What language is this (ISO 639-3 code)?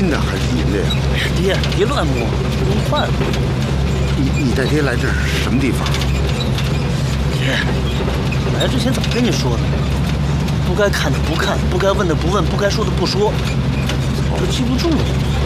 zho